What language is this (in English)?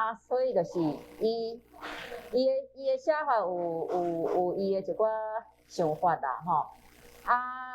Min Nan Chinese